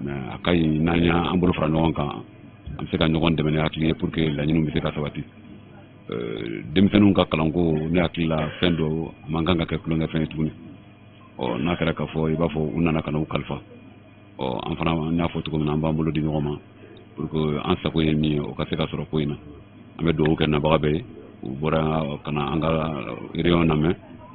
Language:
Bambara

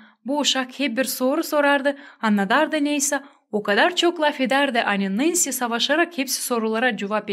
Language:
Gagauz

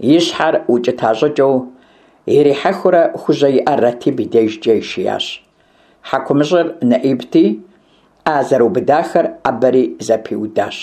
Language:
Kabardian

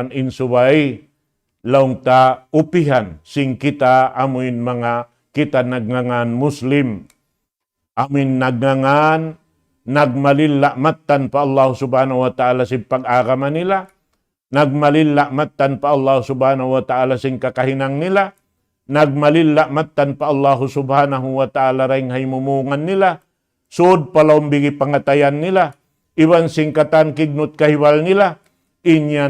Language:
Tausug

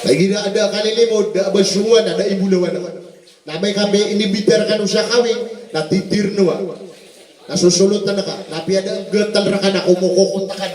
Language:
Maranao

